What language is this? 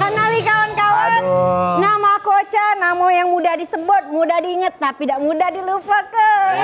Musi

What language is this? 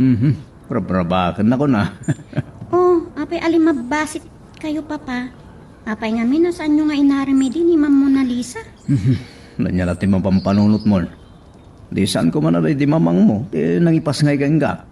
Iloko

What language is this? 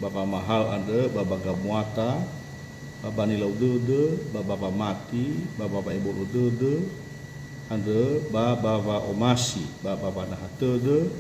Nias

